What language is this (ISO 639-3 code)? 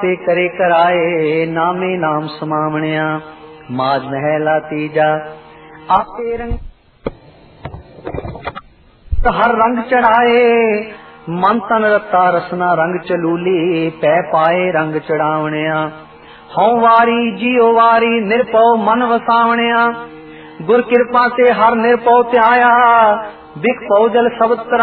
pan